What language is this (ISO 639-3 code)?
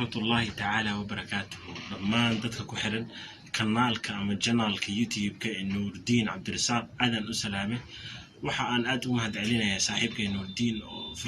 som